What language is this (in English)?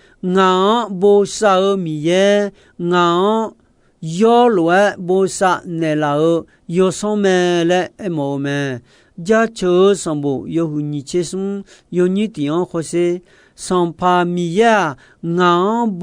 Akha